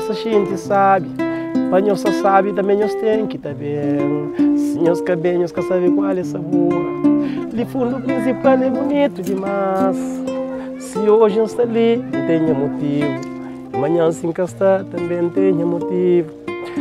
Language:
Kabuverdianu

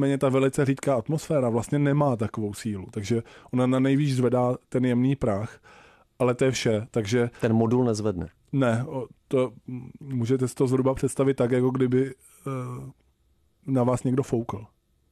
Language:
Czech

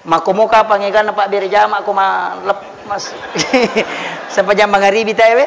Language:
Buginese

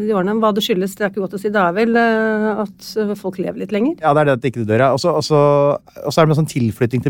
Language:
Norwegian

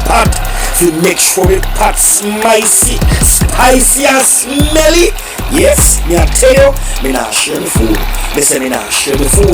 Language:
Jamaican Creole English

